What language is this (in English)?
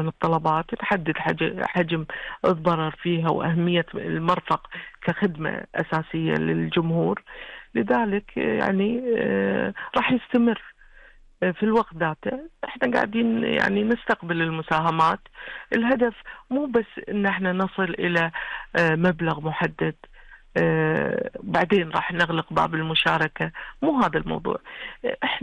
Gulf Arabic